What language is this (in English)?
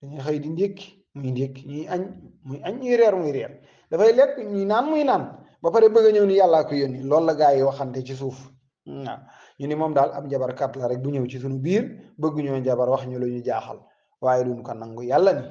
Wolof